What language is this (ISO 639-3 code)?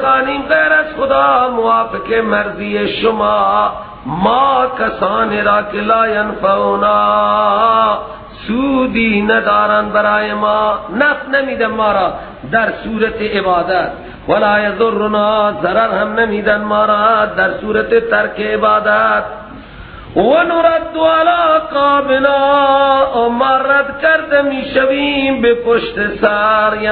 fas